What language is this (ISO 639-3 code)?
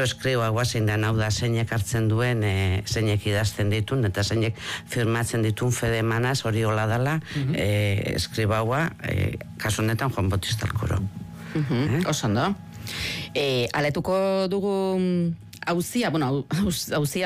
eus